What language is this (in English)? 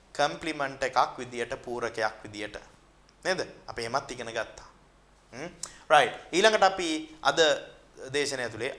Sinhala